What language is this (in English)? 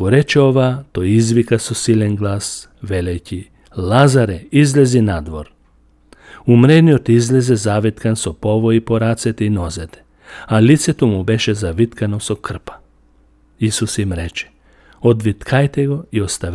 Macedonian